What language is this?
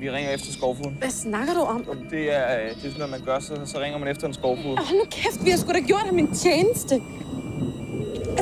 Danish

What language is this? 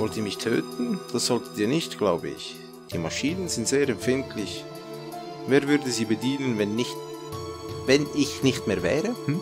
Swiss German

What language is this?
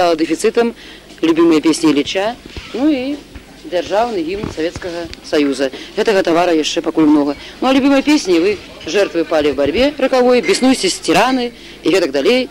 Belarusian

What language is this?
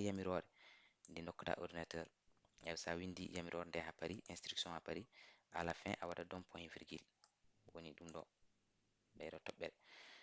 Fula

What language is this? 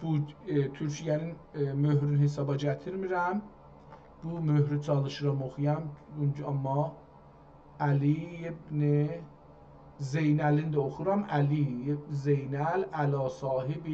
South Azerbaijani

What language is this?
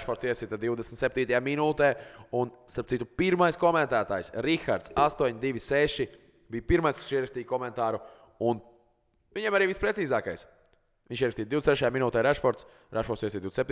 Latvian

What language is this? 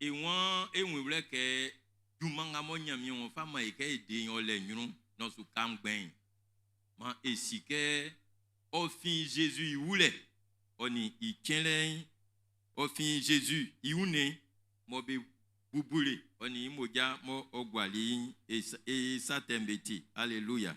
Baoulé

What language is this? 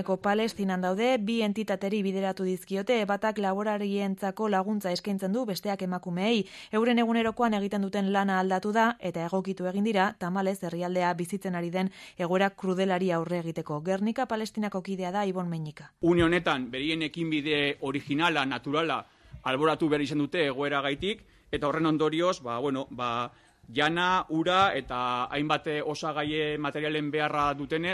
Basque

